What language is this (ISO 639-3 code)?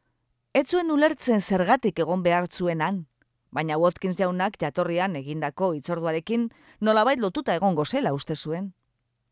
eus